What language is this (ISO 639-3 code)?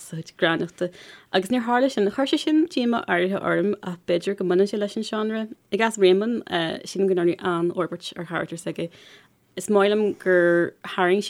gle